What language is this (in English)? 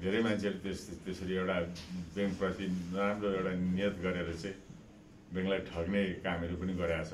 Nepali